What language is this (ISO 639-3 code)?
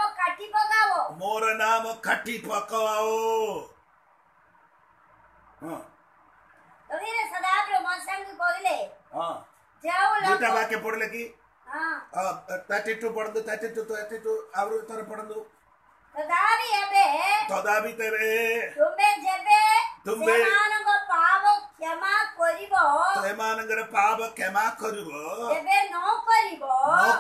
ori